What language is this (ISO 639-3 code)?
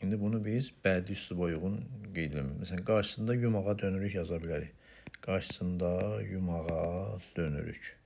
aze